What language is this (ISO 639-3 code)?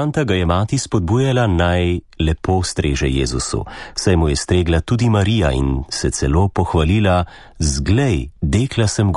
slv